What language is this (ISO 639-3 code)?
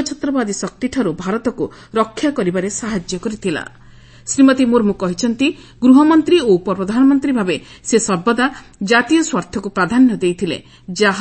ori